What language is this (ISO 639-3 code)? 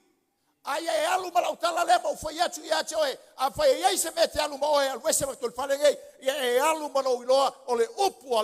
smo